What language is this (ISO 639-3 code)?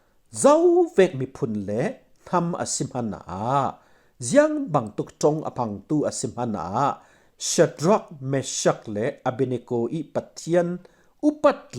cfm